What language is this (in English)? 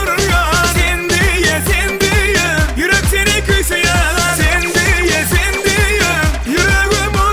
Turkmen